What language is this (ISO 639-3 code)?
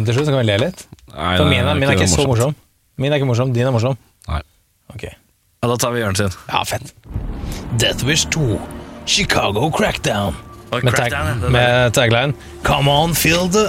nor